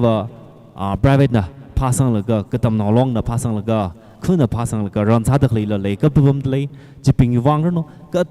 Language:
Tangkhul Naga (India)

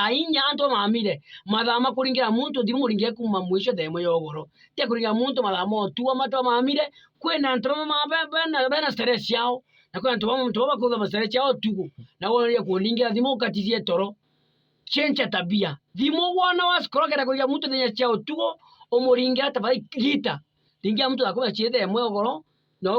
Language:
Meru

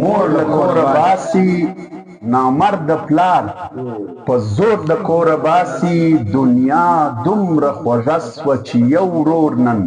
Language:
Pashto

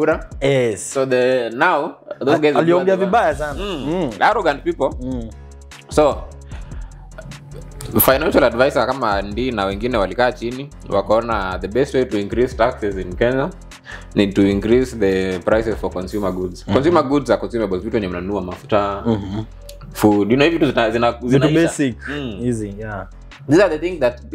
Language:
Swahili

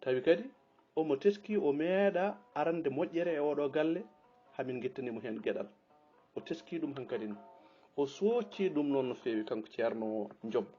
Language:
Fula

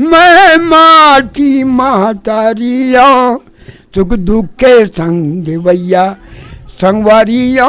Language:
Chhattisgarhi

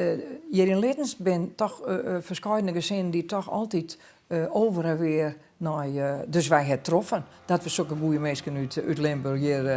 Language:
Western Frisian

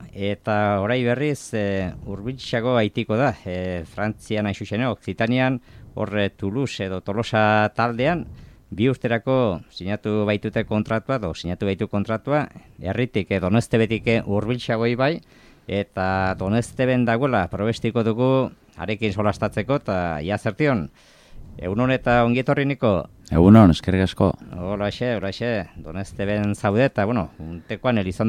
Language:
Basque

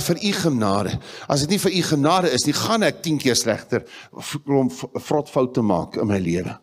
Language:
Afrikaans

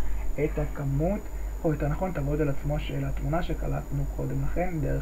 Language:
Hebrew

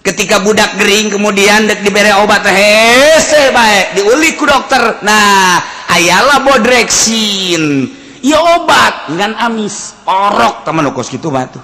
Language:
Sundanese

